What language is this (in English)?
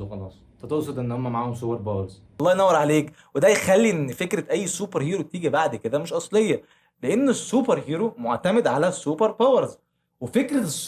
Egyptian Arabic